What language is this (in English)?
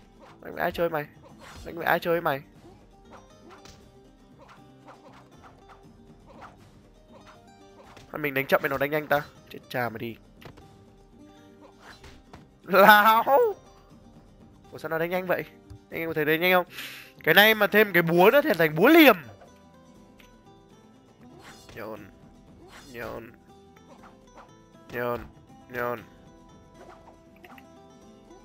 Vietnamese